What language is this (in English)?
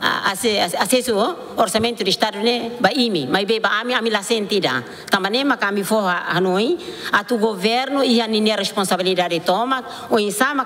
Tetum